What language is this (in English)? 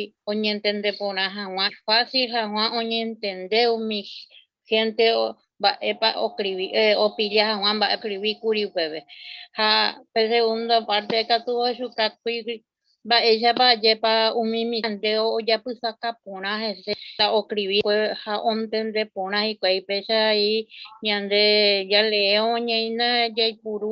Guarani